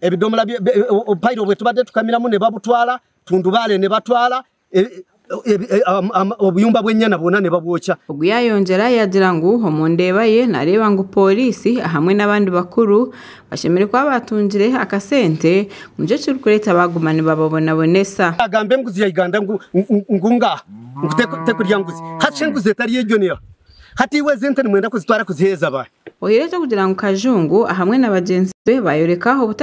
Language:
Nyankole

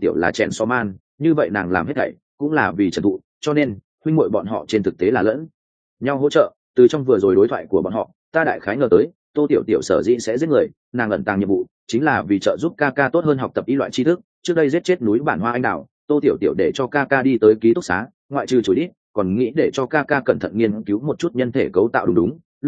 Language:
Vietnamese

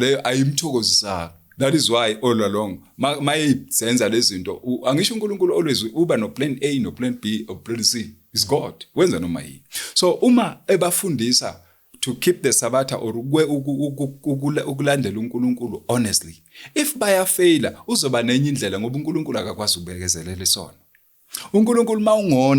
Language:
Zulu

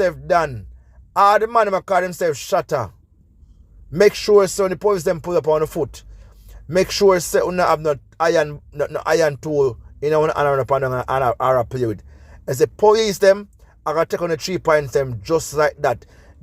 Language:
Jamaican Creole English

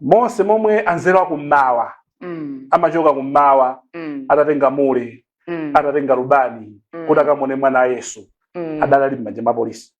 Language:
Nyanja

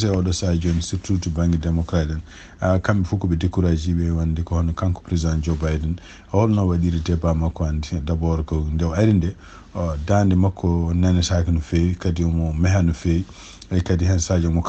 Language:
Fula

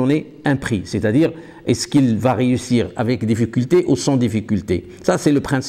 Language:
French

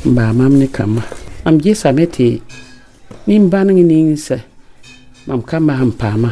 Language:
Mossi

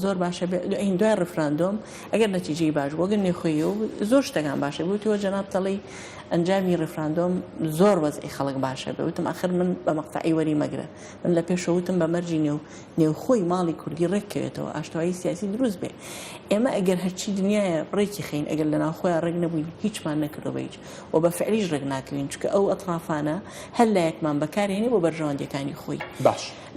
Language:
Central Kurdish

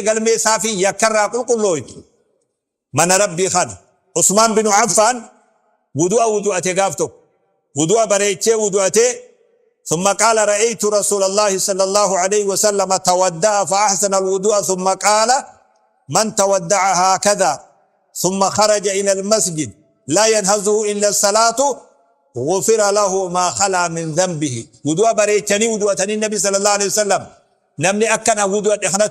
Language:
Oromo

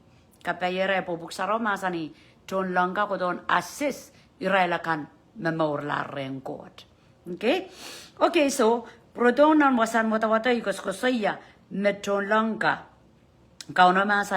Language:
Pohnpeian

